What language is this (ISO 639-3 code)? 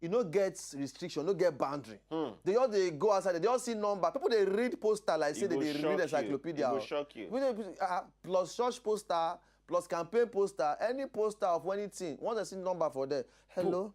pcm